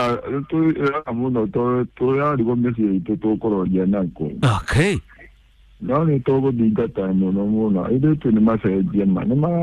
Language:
Kikuyu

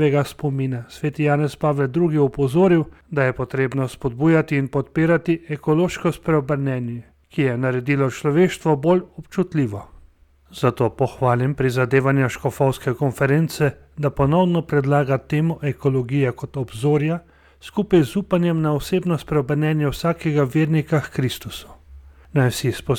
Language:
Slovenian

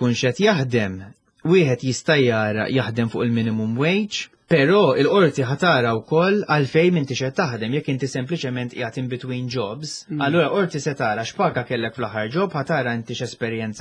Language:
Maltese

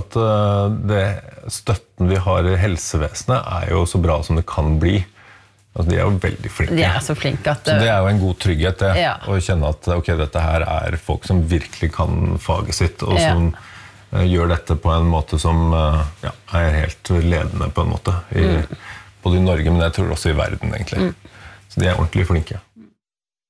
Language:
Norwegian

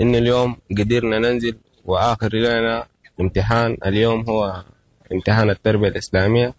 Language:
Sudanese Arabic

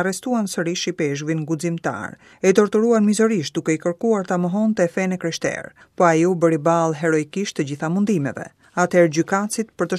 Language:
Albanian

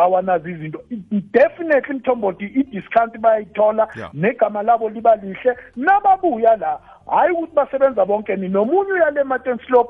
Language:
South Ndebele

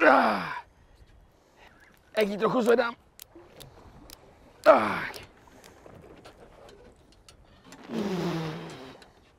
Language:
Czech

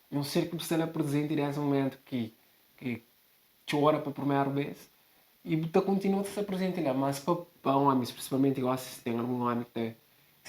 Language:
Kabuverdianu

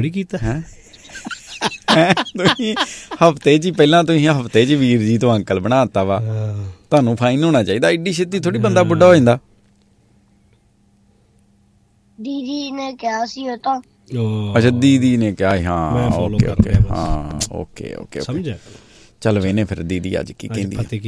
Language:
Punjabi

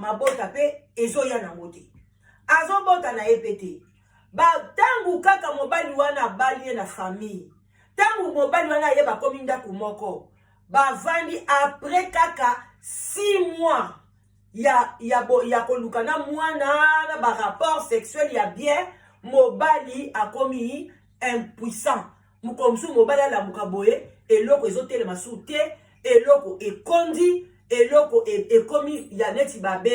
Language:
Lingala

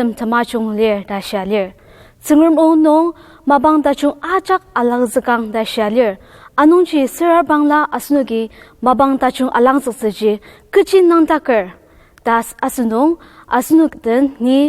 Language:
Ao Naga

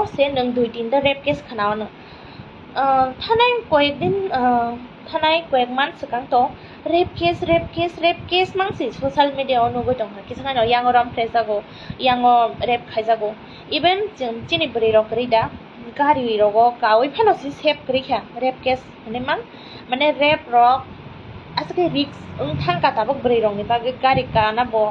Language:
Kok Borok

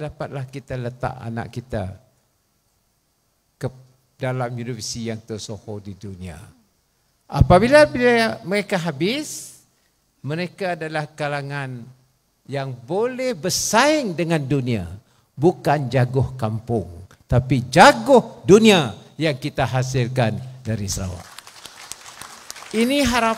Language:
Malay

